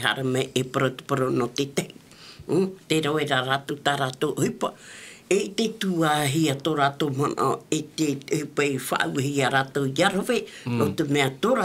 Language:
Tahitian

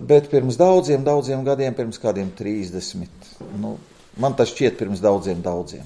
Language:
Latvian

